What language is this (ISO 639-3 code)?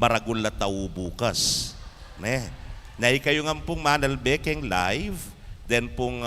pam